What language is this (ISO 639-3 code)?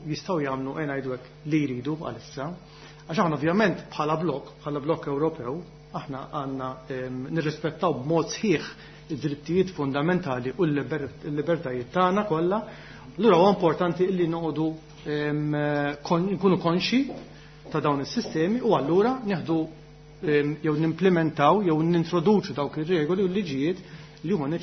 mlt